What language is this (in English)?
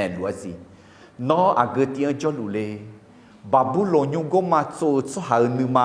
Akha